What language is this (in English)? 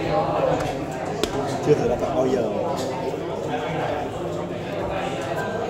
Vietnamese